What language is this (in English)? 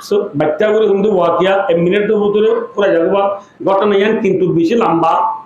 Rohingya